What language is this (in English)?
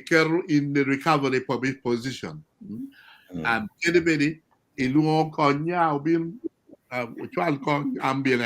Acoli